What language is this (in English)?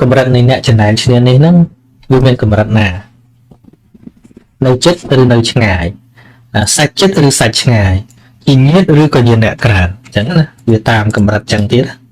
Khmer